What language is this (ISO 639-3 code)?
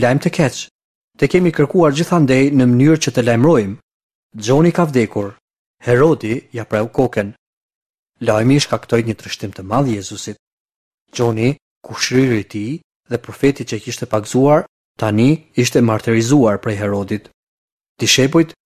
sqi